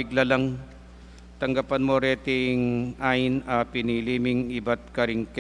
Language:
Pampanga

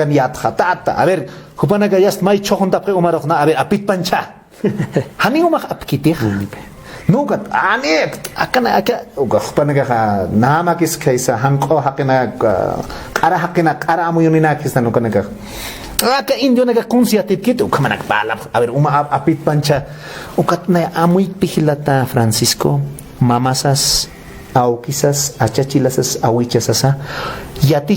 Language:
Aymara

